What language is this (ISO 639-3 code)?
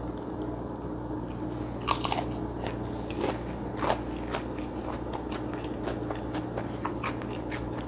ind